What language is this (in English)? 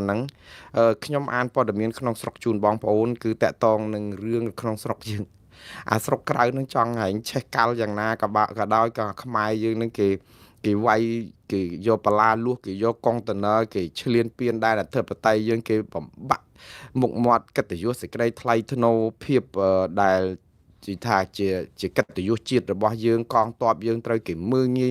Khmer